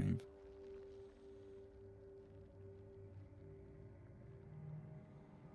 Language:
Hungarian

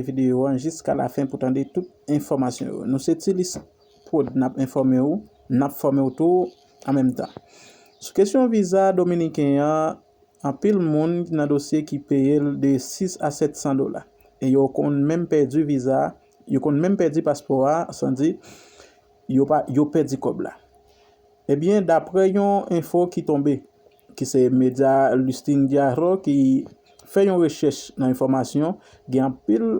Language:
Haitian Creole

